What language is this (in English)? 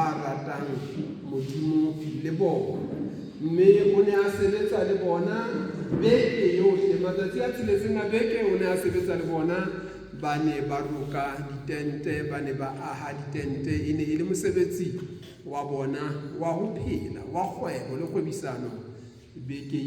Southern Sotho